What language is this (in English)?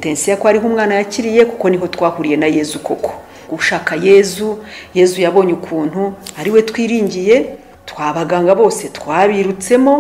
Kinyarwanda